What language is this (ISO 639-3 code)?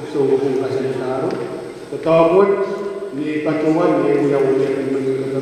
pon